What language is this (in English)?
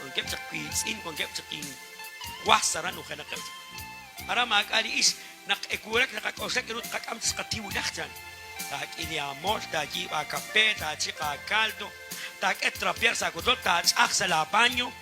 Kekchí